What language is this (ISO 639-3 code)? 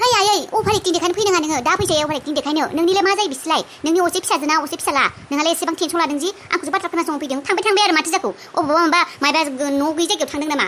brx